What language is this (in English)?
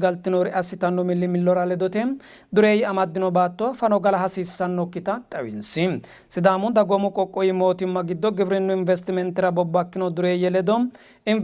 Sidamo